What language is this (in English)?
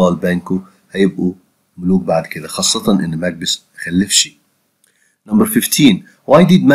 Egyptian Arabic